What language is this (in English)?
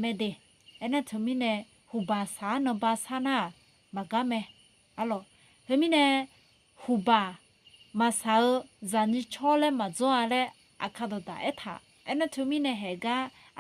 Akha